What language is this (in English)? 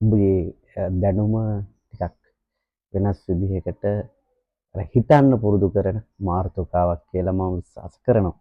Sinhala